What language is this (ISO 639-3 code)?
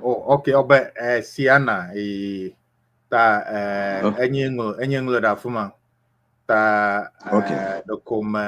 ewe